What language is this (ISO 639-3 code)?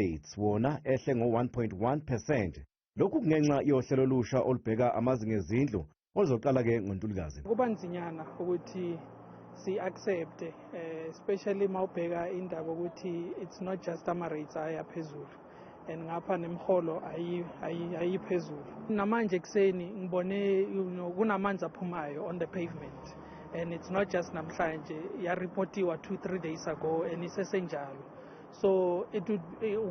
zul